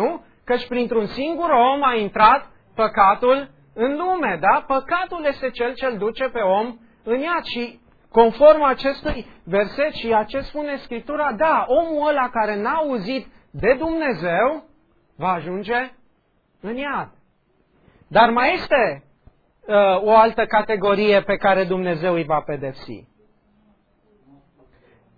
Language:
Romanian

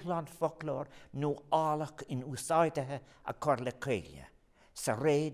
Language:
Irish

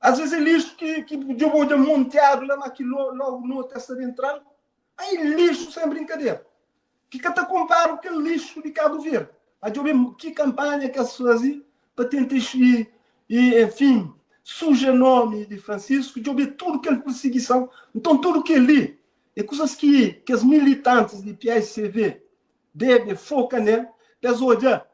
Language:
Kabuverdianu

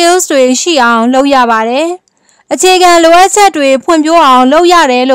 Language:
Burmese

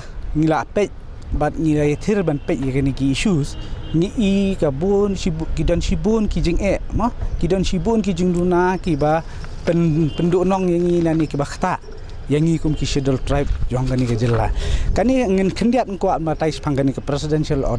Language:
Khasi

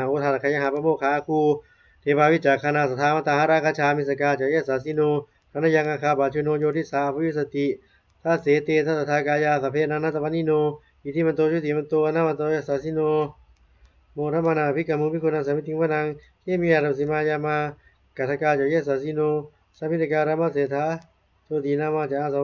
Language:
Pali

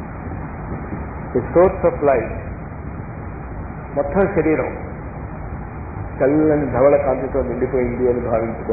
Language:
Telugu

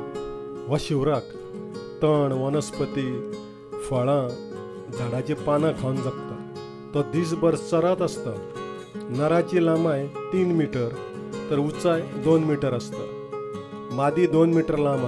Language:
Konkani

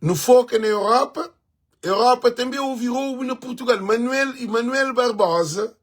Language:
Kabuverdianu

